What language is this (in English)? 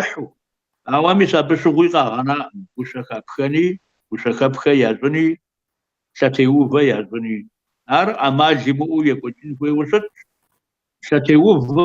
Kabardian